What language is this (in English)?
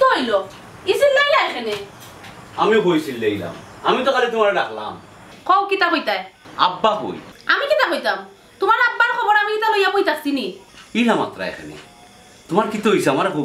Sylheti